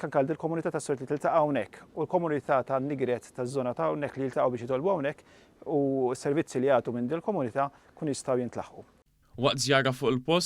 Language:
Maltese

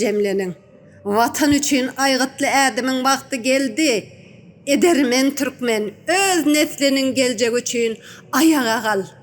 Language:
Turkmen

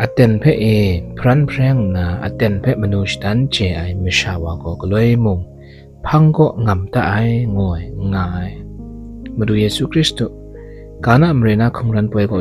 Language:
Kachin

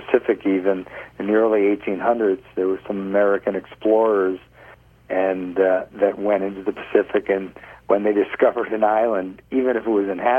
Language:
English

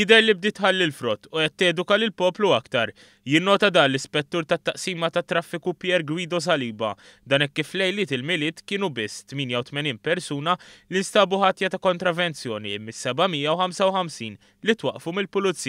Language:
Maltese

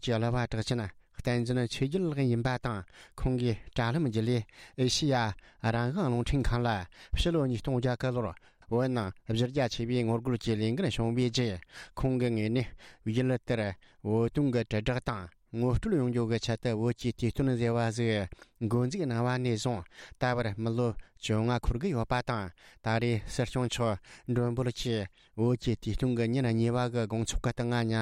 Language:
Tibetan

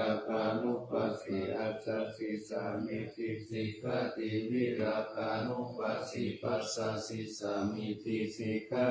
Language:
Pali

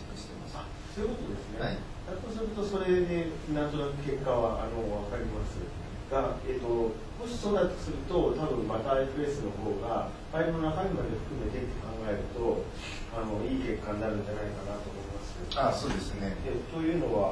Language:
Japanese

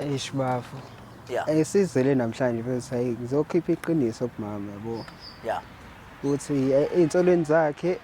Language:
Zulu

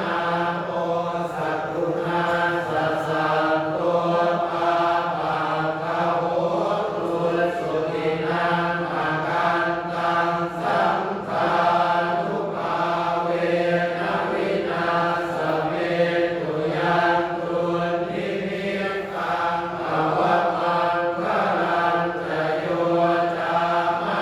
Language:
Pali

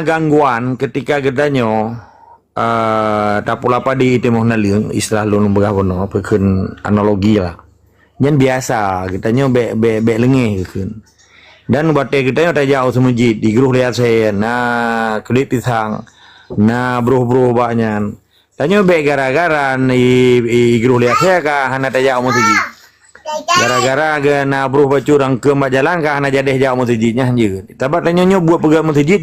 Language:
Achinese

